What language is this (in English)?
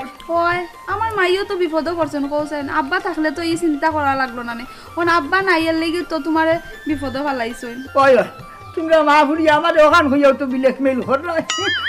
Sylheti